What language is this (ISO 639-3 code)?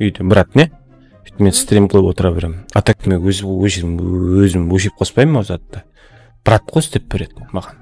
kaa